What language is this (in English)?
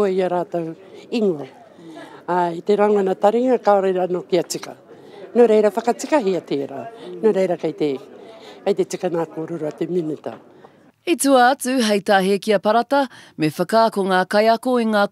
Māori